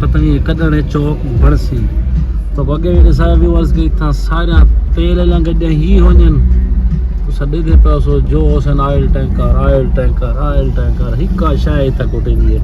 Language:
Saraiki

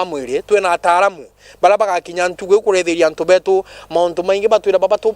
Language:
Meru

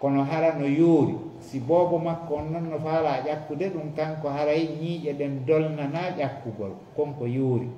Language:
Fula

